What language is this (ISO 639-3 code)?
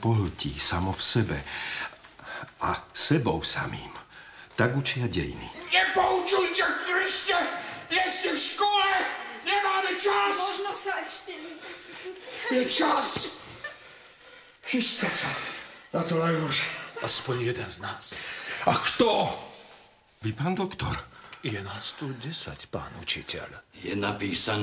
slk